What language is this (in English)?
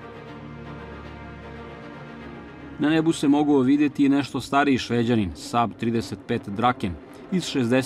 Serbian